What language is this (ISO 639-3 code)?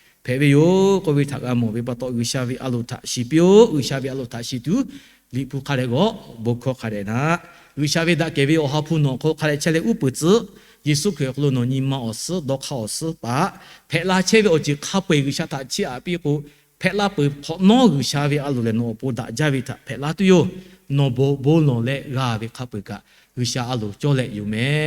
lhu